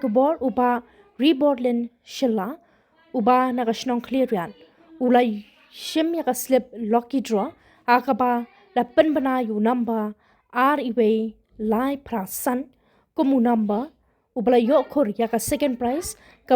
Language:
Khasi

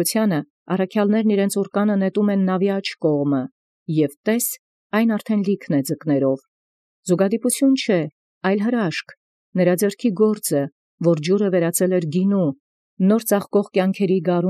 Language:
Armenian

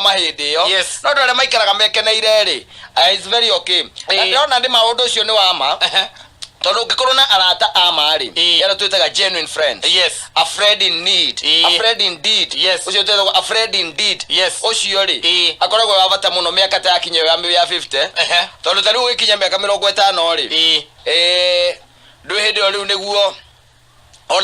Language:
Kikuyu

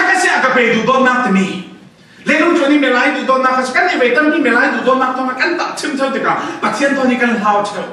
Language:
Falam Chin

